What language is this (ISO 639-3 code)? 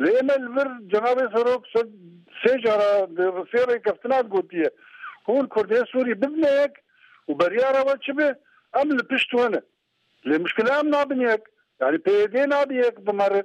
kur